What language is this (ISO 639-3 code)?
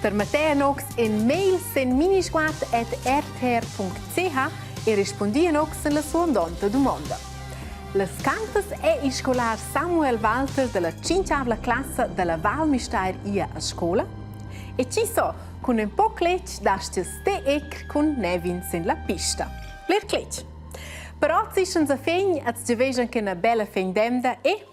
roh